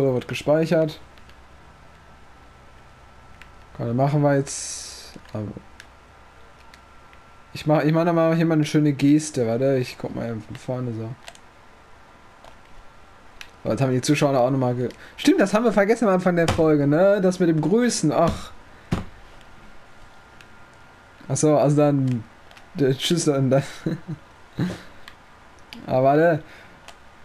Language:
German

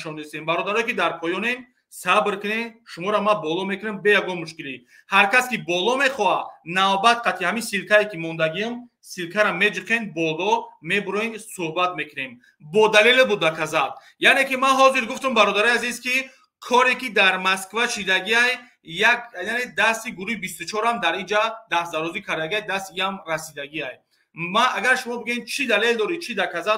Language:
Tajik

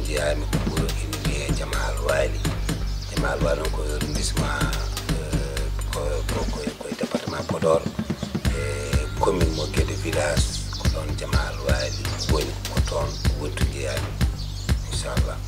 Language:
Fula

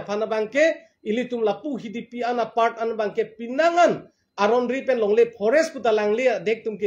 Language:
Karbi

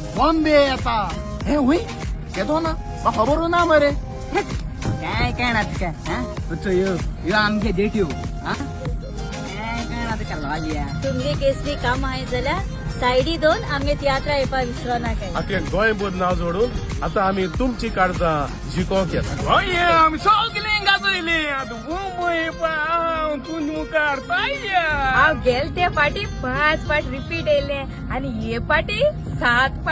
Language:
Konkani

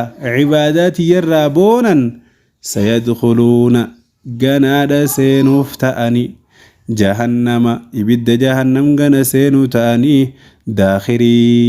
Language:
Oromo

